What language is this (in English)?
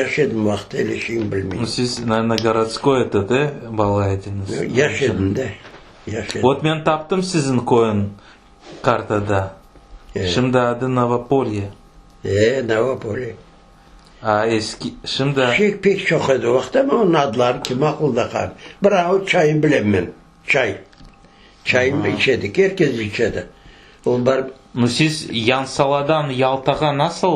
Crimean Tatar